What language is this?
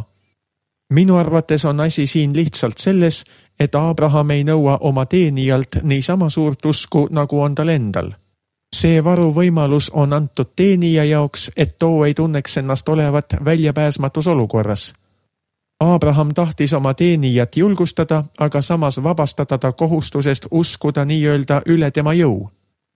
Estonian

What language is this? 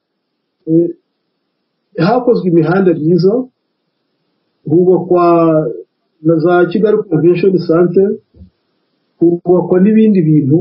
Kinyarwanda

